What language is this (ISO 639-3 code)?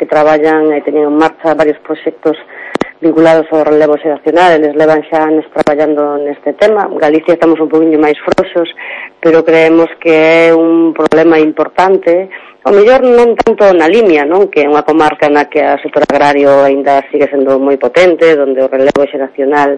glg